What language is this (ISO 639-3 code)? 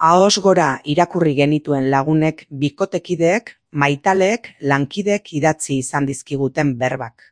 eus